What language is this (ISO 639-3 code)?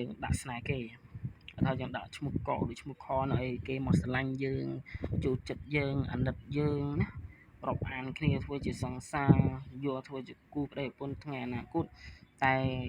khm